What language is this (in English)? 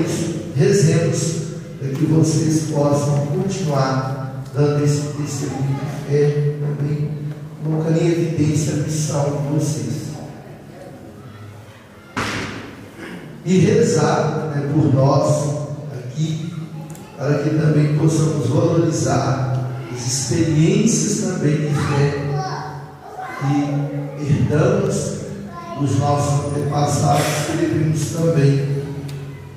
Portuguese